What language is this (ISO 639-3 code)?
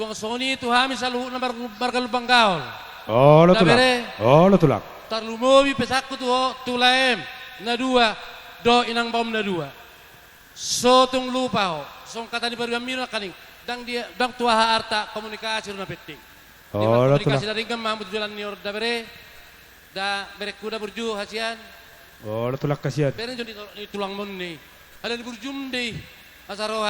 bbc